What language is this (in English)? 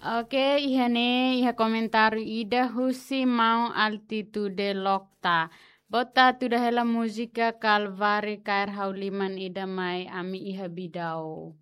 Tetum